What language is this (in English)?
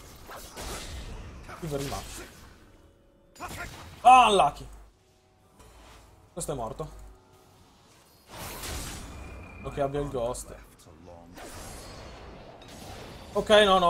Italian